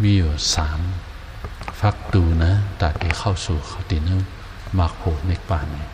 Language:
Shan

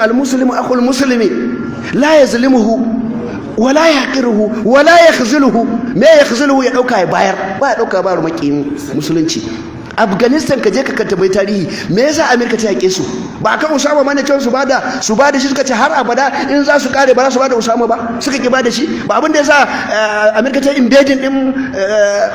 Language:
Hausa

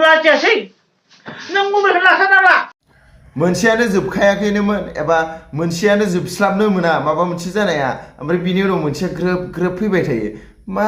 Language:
Bodo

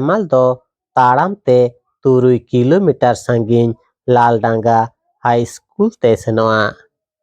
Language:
Santali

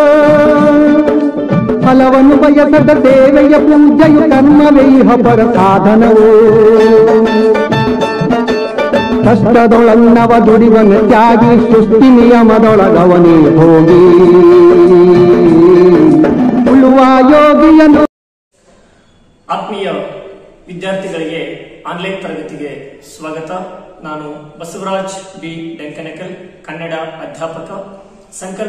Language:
Kannada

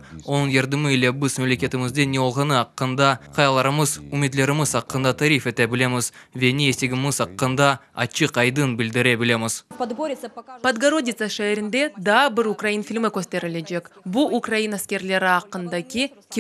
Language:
Crimean Tatar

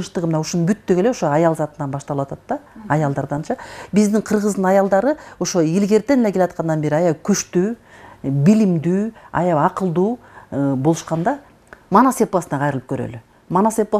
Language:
Kyrgyz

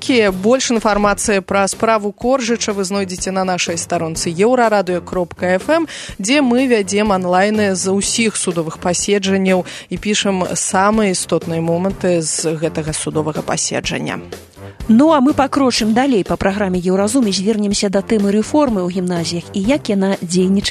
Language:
Belarusian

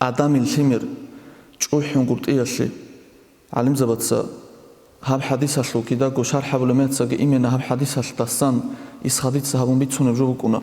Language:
Avaric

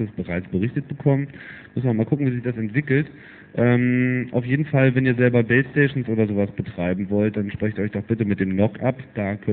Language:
German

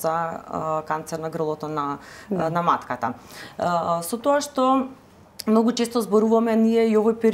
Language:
Macedonian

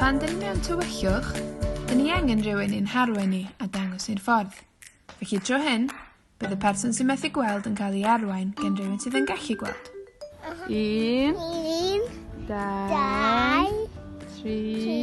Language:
Welsh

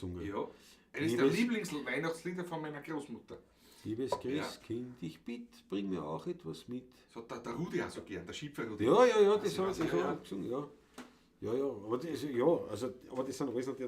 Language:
Bavarian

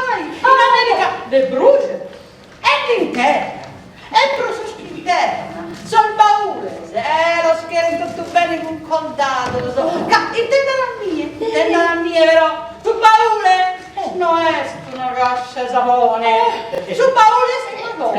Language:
Sardinian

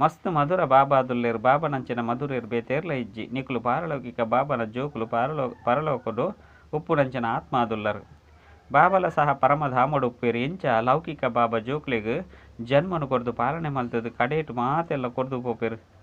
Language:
Tulu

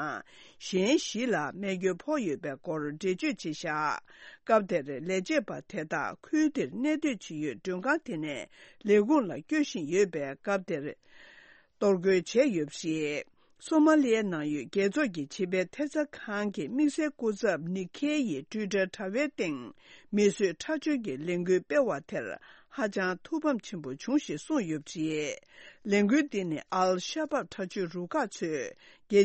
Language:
Tibetan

